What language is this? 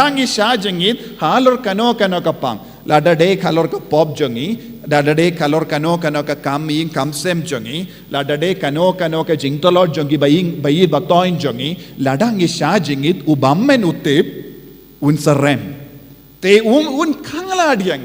Khasi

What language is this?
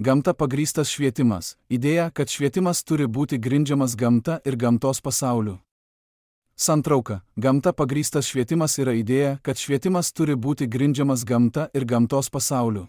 Lithuanian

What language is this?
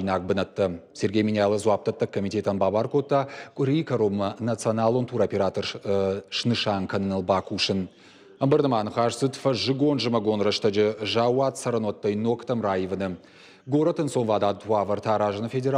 Ossetic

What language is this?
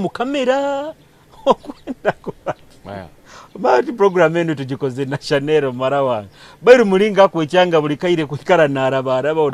Nyoro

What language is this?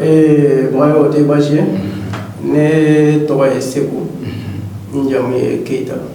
Bambara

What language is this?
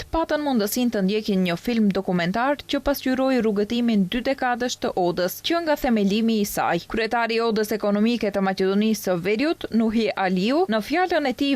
Albanian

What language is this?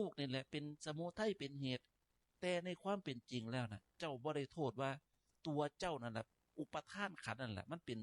Northeastern Thai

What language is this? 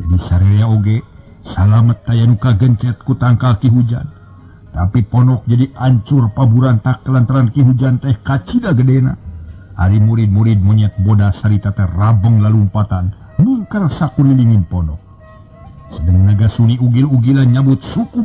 Sundanese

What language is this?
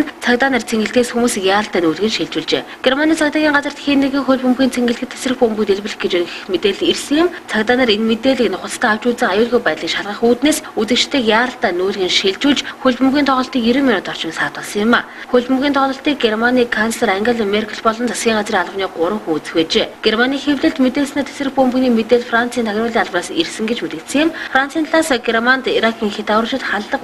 Mongolian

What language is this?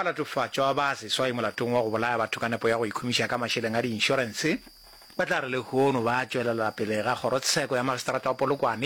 Northern Sotho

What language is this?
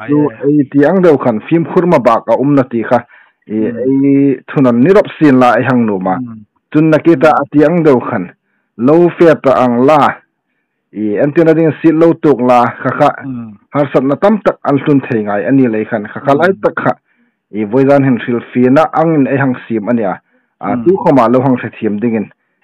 Hmar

